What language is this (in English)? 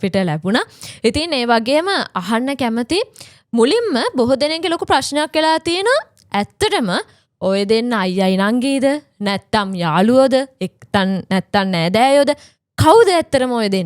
Sinhala